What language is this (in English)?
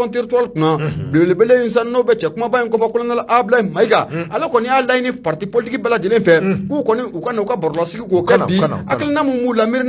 Bambara